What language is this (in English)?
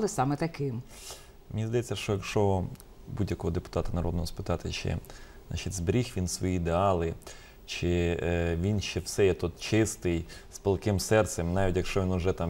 Ukrainian